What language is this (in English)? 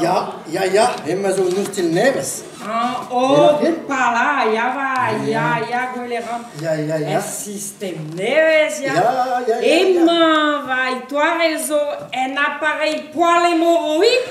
Breton